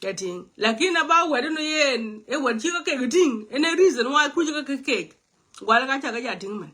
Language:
Nuer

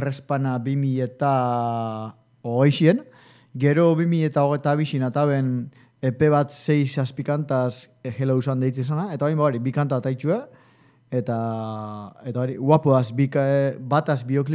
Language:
Basque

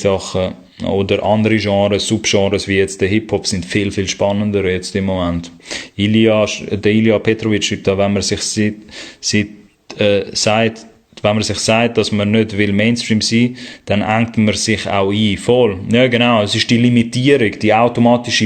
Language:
Swiss German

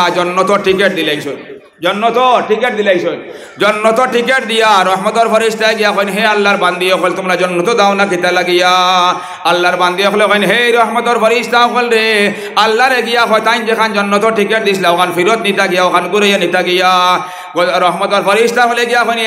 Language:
Sylheti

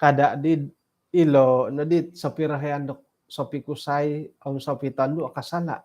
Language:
Central Dusun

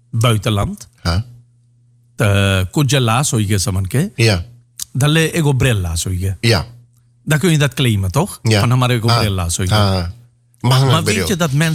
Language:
Dutch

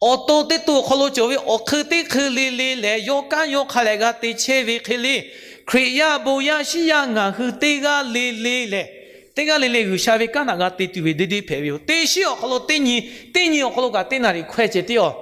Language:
Lahu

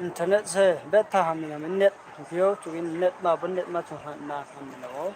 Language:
Riang (India)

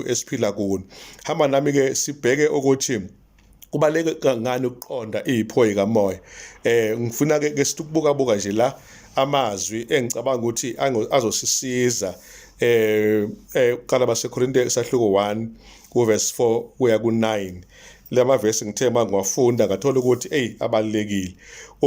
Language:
Zulu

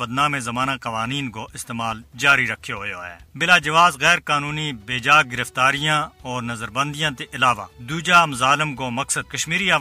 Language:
Gujari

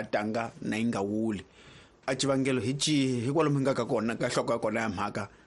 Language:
Tsonga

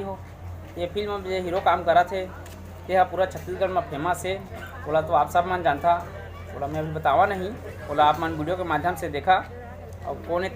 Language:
Chhattisgarhi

